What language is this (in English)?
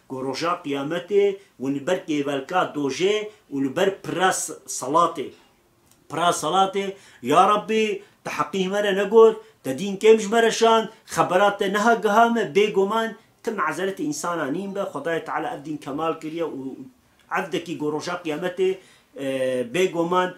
Kurdish